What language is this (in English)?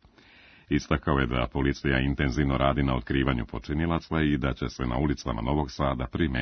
Serbian